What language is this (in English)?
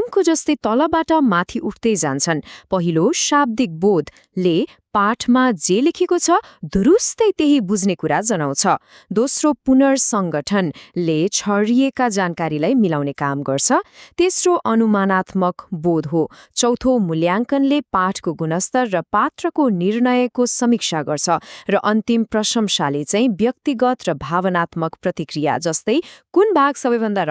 Nepali